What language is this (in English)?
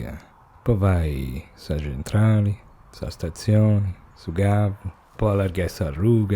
Sardinian